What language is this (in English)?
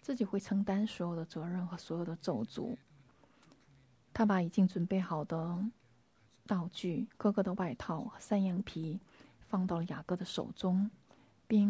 Chinese